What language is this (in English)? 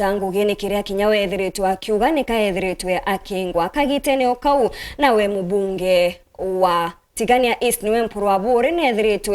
Meru